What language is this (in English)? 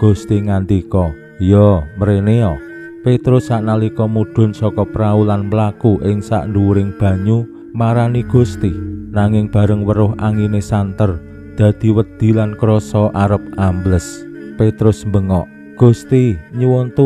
Javanese